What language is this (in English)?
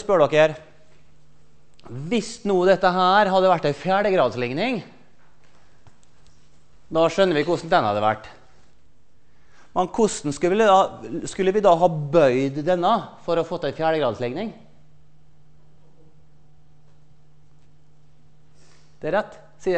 Norwegian